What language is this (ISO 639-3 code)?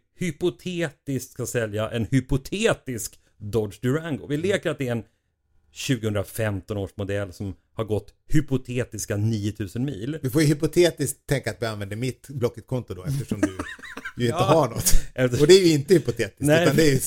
swe